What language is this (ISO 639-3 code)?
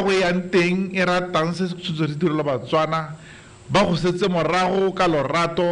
tsn